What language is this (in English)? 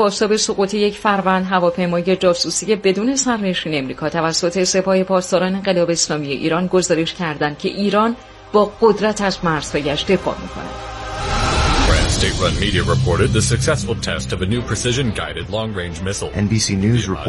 Persian